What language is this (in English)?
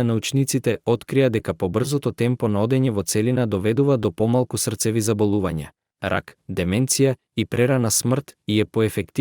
Macedonian